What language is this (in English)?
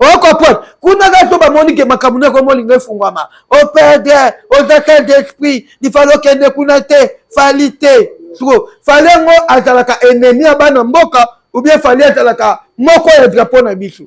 Lingala